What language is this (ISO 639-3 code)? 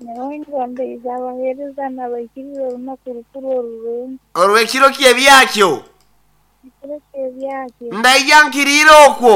nyo